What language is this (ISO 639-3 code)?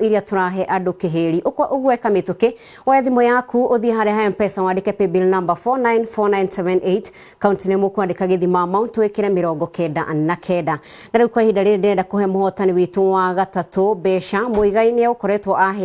kik